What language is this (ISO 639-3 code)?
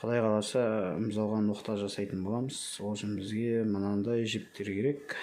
kaz